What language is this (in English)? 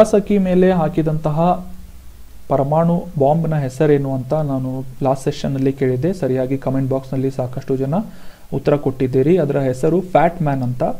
Kannada